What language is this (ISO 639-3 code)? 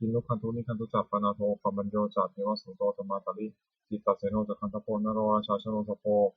pli